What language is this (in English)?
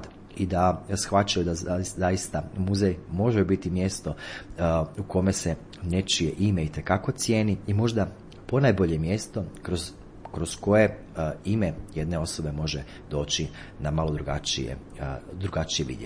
Croatian